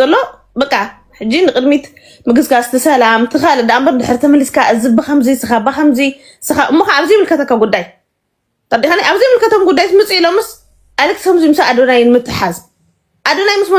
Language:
Tigrinya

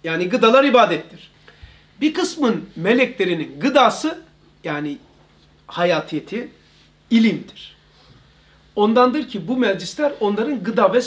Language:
Turkish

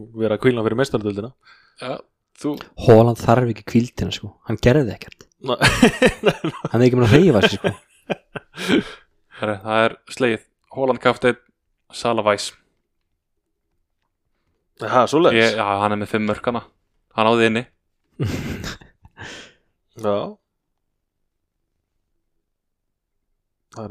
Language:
Icelandic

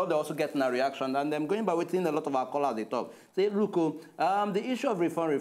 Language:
Nigerian Pidgin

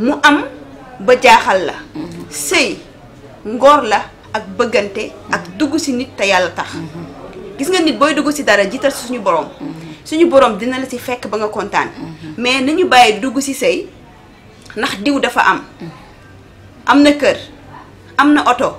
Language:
Wolof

